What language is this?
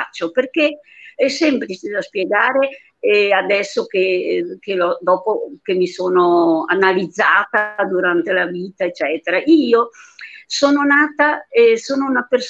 Italian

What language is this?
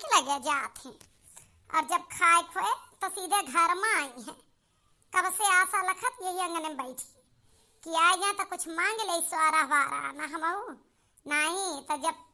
Awadhi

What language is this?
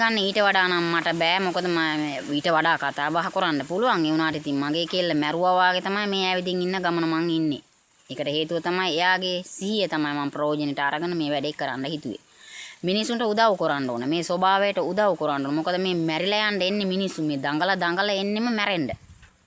Sinhala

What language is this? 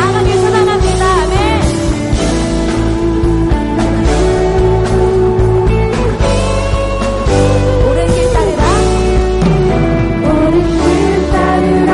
Korean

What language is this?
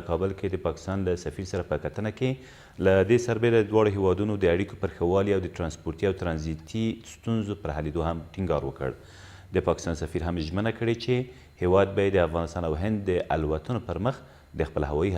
Pashto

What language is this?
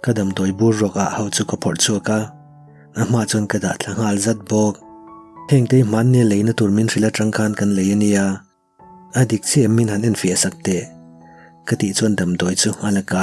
Mizo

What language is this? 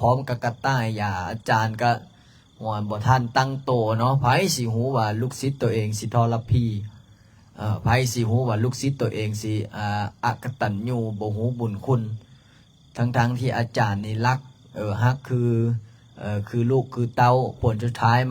Lao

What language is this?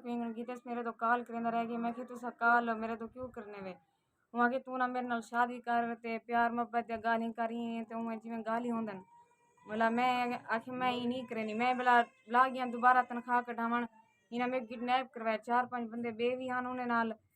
Saraiki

